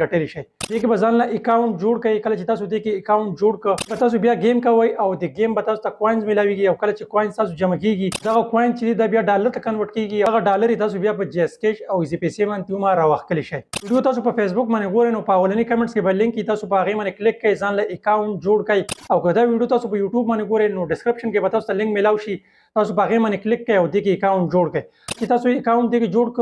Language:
Pashto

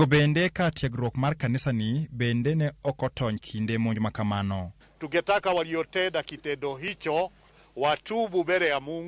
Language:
Luo (Kenya and Tanzania)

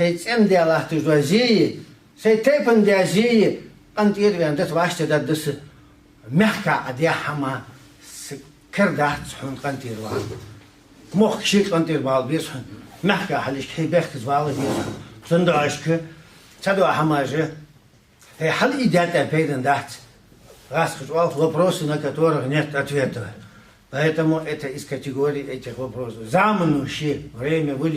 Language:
Ingush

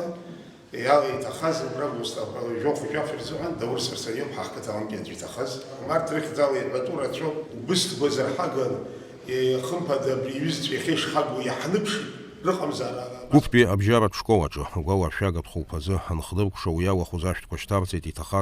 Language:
Abkhazian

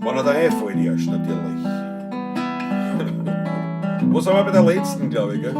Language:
Bavarian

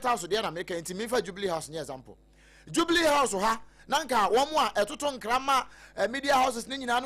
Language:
Akan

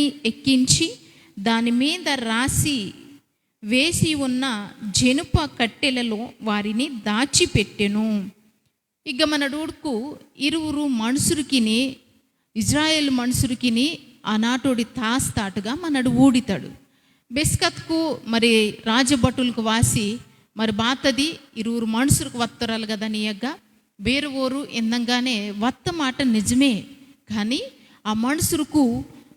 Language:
Koya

